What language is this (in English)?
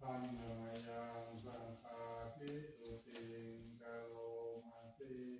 Pali